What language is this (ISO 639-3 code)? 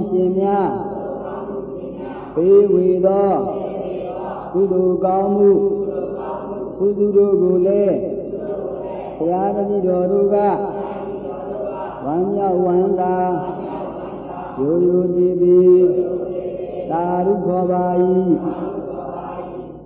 mya